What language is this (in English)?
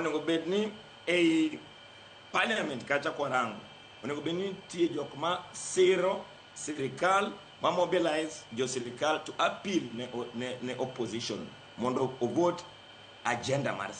Luo (Kenya and Tanzania)